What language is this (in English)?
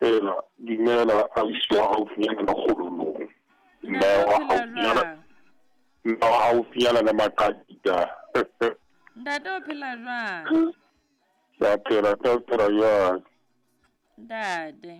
Southern Sotho